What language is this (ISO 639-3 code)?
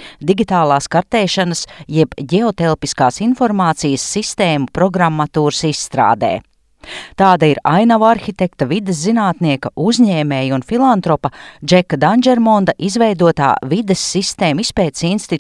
lav